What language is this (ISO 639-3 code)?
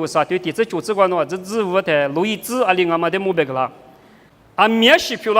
lis